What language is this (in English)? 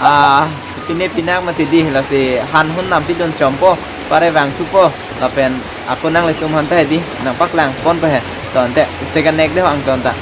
Karbi